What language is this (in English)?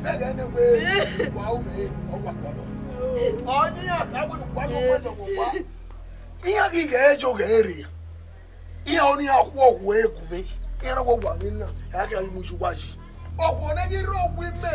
Bini